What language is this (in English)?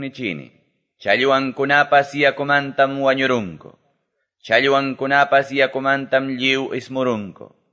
Quechua